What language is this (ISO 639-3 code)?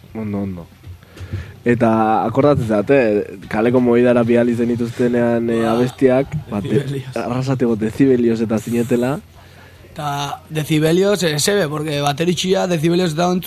eus